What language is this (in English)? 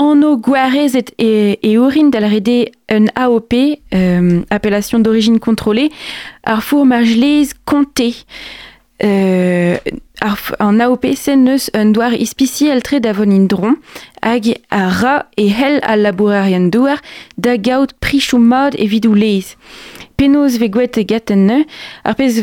Breton